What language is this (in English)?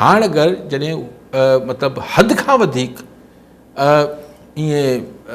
Sindhi